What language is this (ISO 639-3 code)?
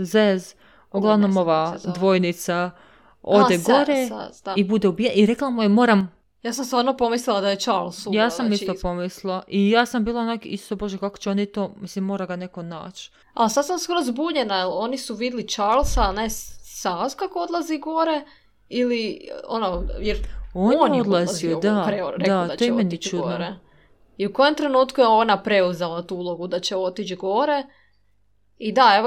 srp